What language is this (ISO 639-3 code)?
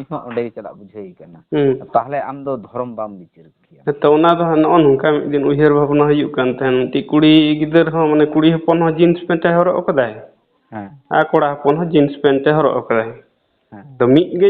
sat